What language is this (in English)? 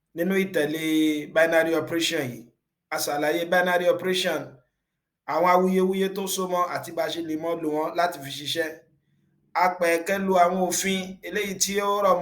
Yoruba